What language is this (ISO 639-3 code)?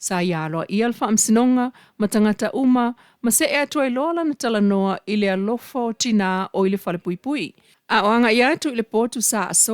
smo